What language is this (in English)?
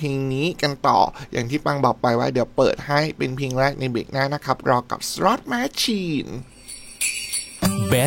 Thai